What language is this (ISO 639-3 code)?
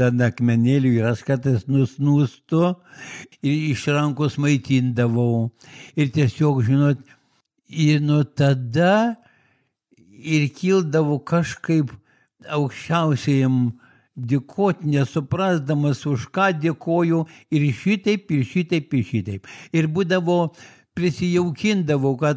lit